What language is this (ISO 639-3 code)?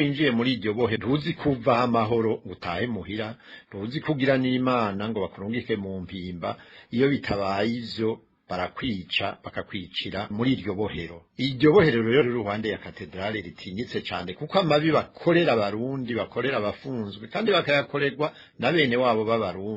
run